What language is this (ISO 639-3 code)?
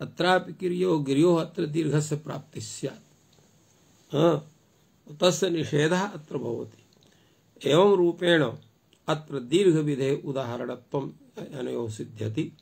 san